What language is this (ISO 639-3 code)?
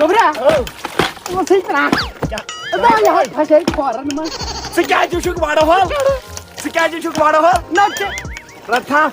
kas